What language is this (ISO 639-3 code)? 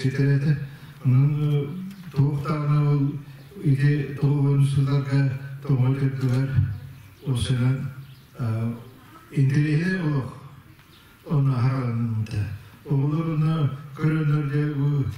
sah